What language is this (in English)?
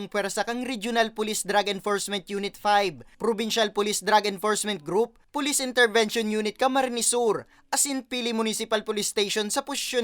Bikol